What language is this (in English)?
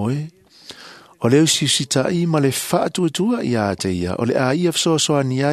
Samoan